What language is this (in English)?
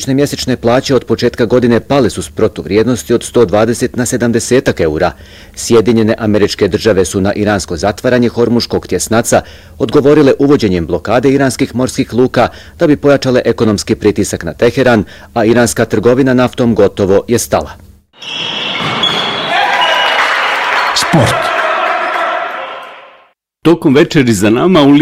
Bosnian